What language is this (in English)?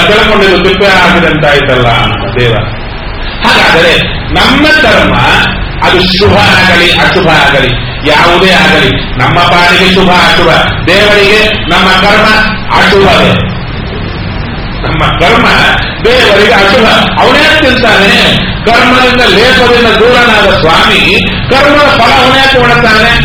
Kannada